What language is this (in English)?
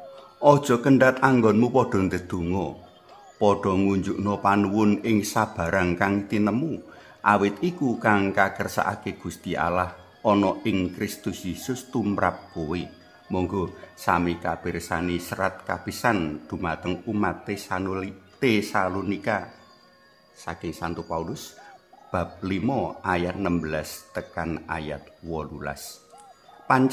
Javanese